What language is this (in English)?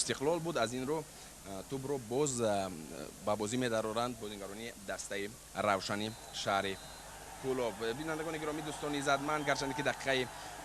Tajik